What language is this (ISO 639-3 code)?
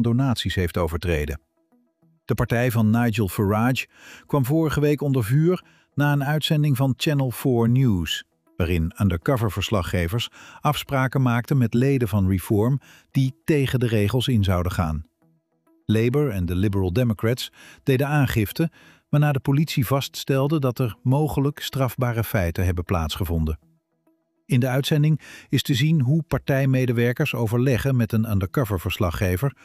nld